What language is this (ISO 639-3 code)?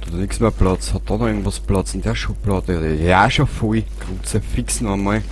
bar